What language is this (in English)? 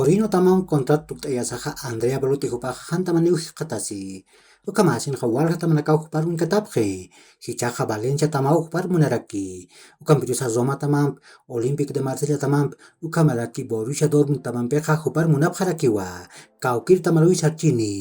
Aymara